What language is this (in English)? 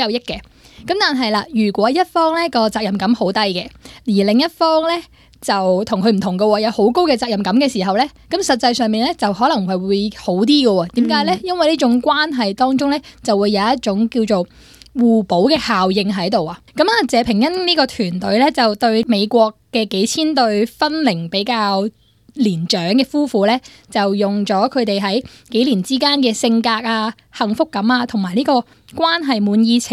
Cantonese